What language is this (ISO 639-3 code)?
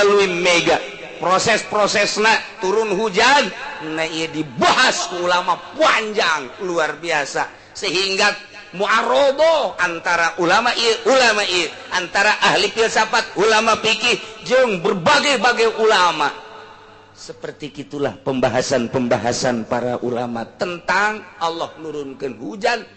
sun